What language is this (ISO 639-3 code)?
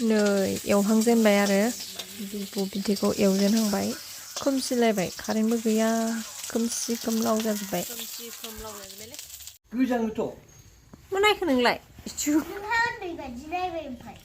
brx